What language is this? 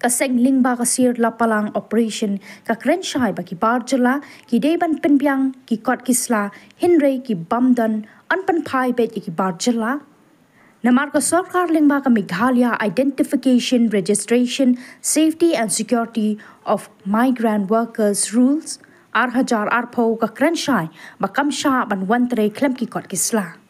Khasi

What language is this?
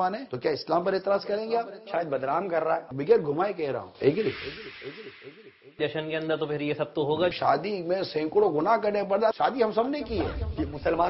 Urdu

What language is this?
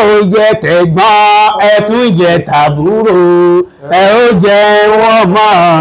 Yoruba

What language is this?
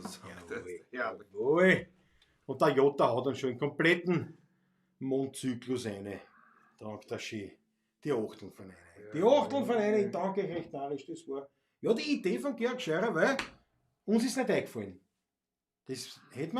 Bavarian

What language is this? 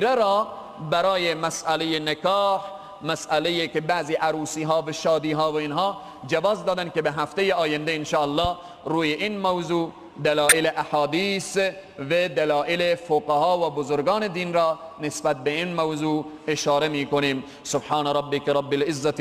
Persian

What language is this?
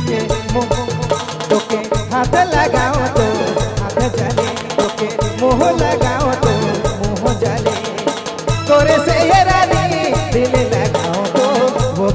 Sadri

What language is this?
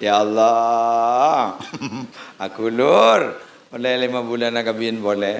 Madurese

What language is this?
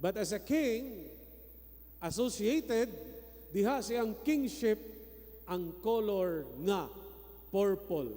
Cebuano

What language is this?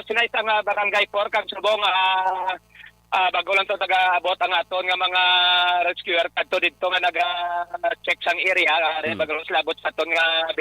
Hiligaynon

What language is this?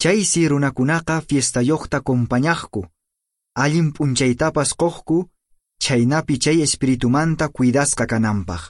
Quechua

